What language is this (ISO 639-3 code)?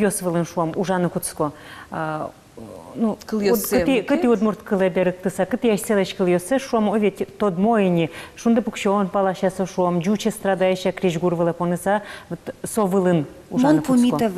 udm